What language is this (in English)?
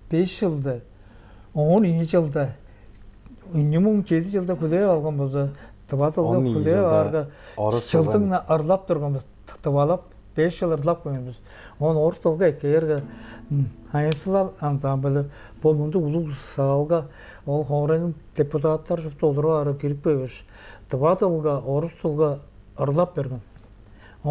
Tuvinian